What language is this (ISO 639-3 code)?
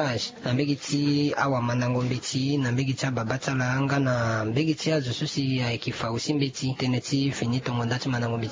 sag